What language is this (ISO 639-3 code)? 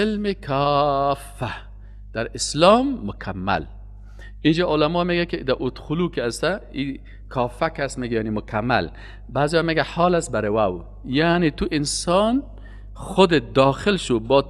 fas